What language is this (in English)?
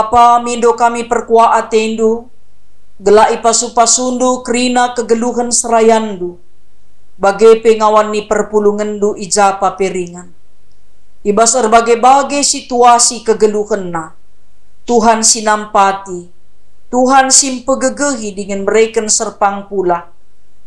Batak Karo